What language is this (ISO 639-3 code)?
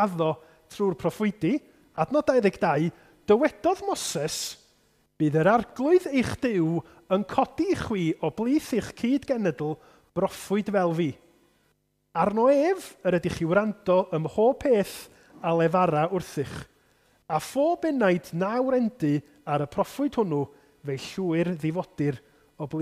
cym